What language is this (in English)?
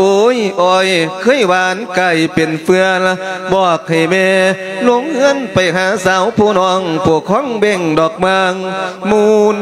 Lao